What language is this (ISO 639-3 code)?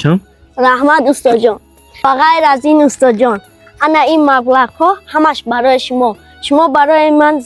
tgk